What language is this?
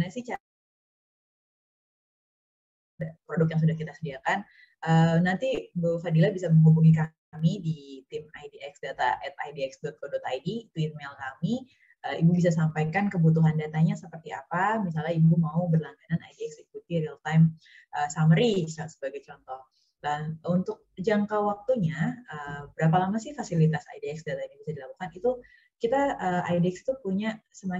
Indonesian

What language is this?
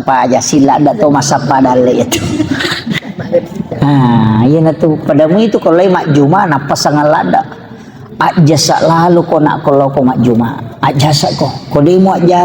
Buginese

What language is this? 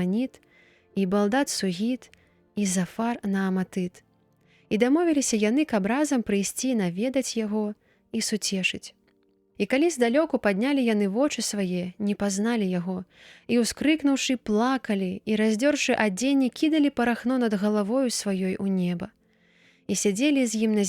Belarusian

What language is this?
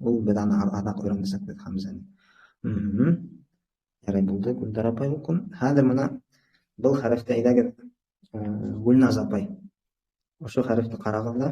Bashkir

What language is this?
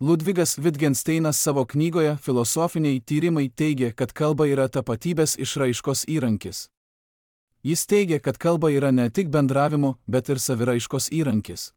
Lithuanian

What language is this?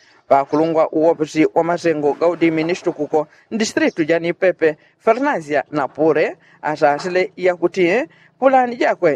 Yao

